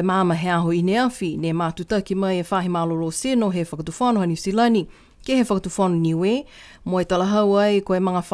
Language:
Niuean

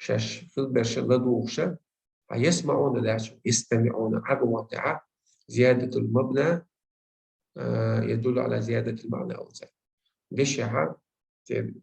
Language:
Chechen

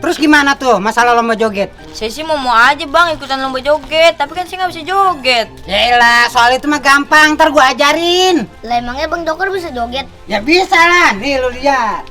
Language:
Betawi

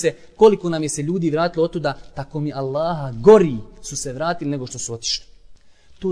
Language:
Bosnian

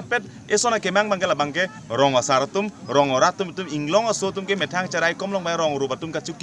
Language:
Karbi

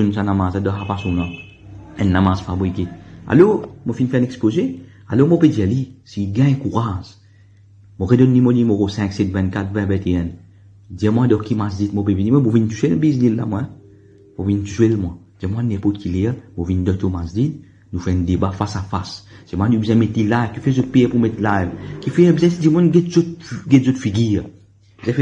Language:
Morisyen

